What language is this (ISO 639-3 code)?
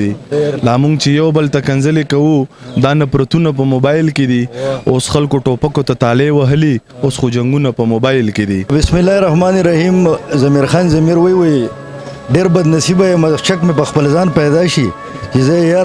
pus